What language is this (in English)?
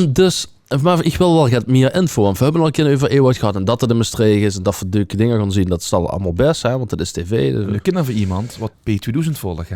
Limburgish